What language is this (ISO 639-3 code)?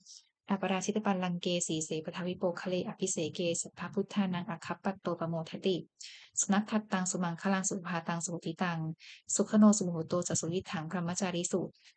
pli